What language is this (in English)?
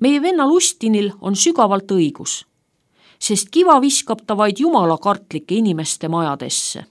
Estonian